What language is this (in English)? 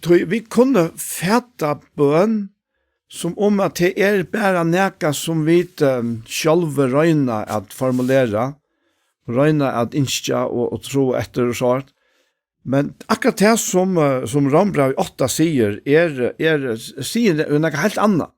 Faroese